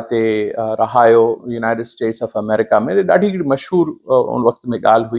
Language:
Sindhi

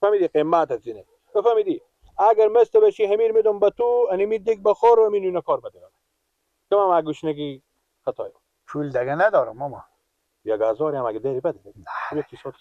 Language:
Persian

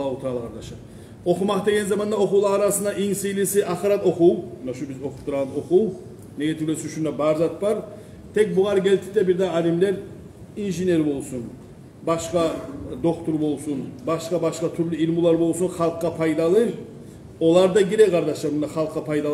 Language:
Kumyk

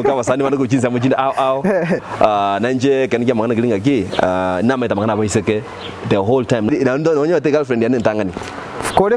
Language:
Gusii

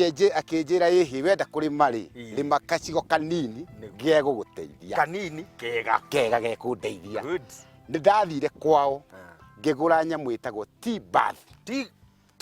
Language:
Kikuyu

